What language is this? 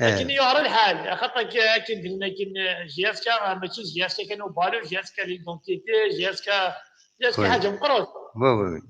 Kabyle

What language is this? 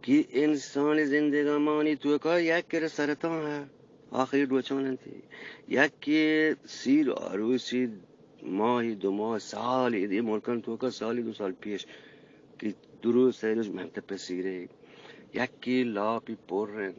Eastern Balochi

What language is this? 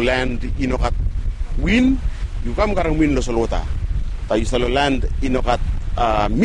Bislama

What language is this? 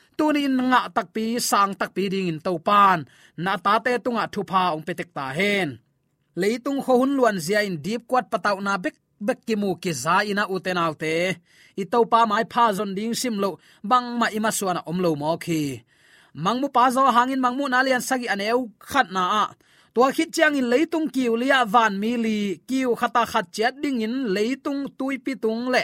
Tedim Chin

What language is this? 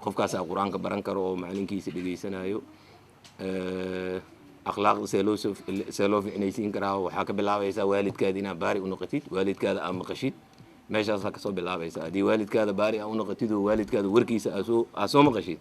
Somali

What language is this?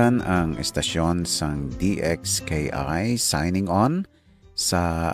Hiligaynon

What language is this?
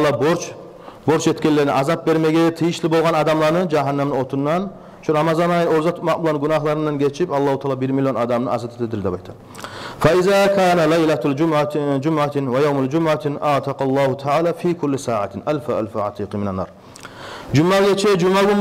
Kumyk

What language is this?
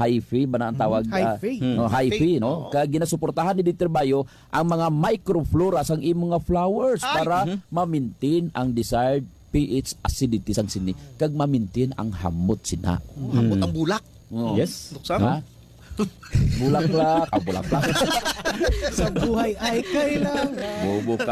Hiligaynon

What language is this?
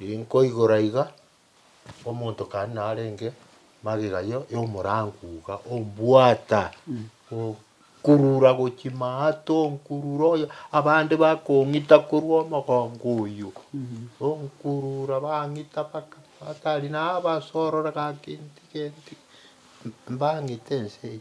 Gusii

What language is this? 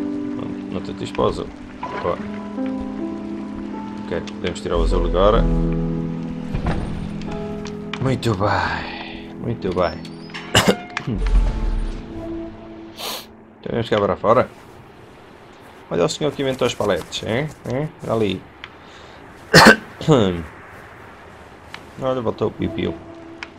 Portuguese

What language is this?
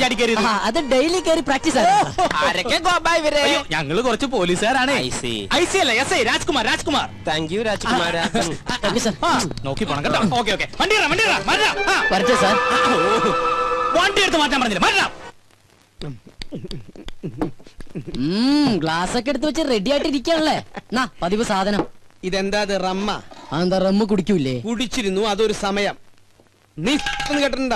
Malayalam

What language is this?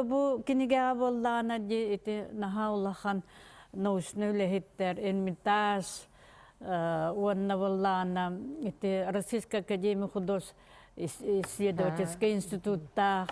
Yakut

